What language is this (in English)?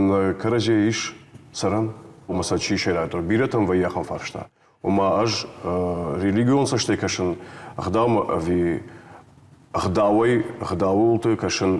Ossetic